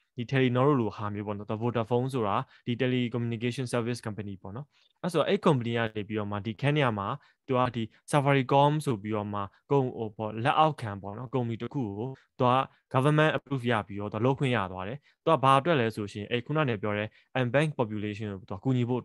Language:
Burmese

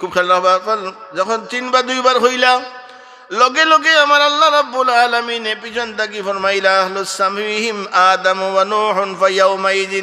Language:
Sylheti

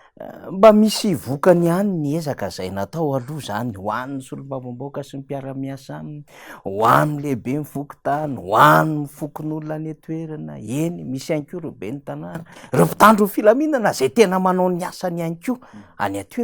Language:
Malagasy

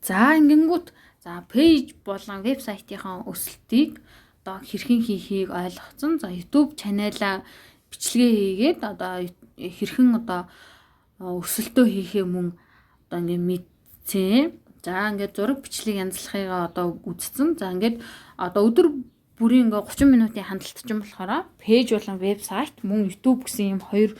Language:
Mongolian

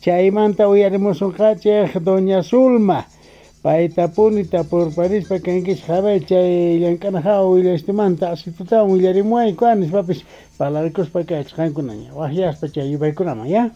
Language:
Quechua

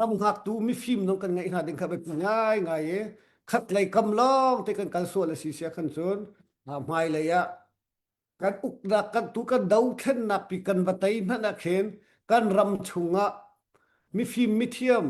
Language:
Hakha Chin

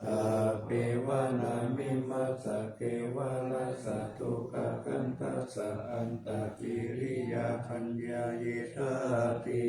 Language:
Pali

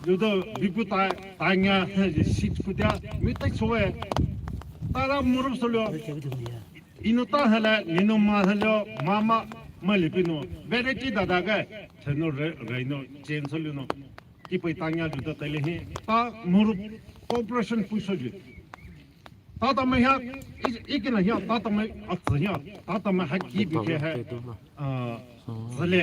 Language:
Poumei Naga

